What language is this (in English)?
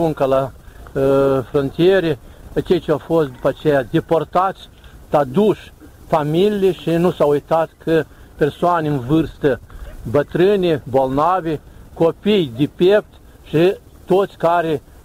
Romanian